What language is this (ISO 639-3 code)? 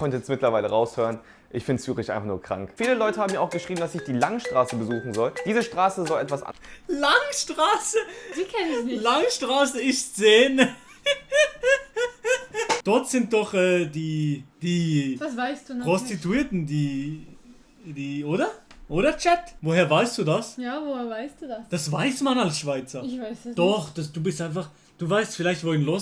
gsw